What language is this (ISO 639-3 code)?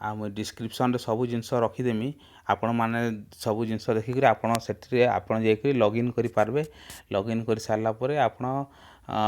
ori